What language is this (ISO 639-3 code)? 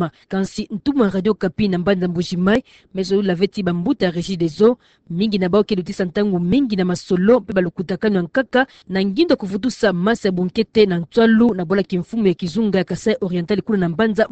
ktu